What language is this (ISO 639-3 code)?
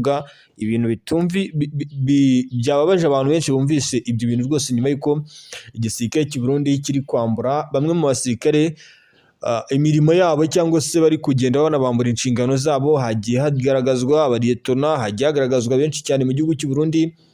kin